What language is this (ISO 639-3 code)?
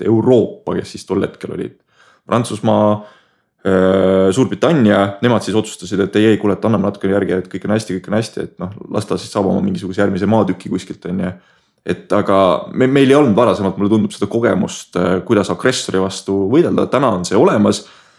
est